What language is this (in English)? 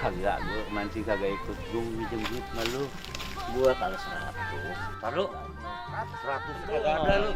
Betawi